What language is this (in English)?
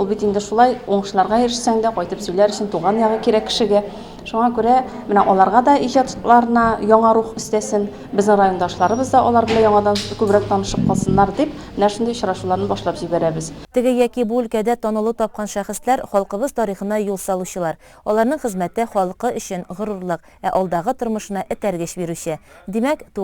Tatar